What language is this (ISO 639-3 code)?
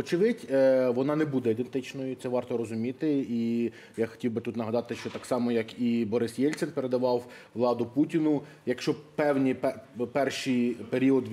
ukr